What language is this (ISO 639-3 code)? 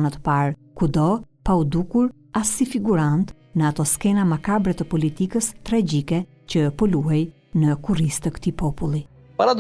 sqi